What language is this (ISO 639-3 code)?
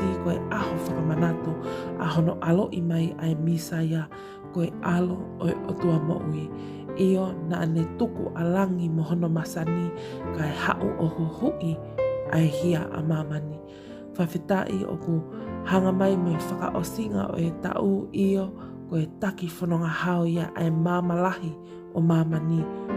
ton